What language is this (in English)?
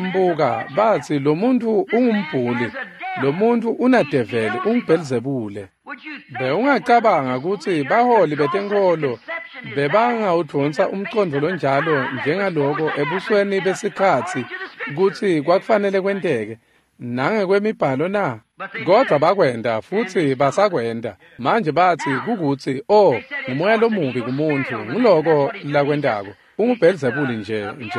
Swati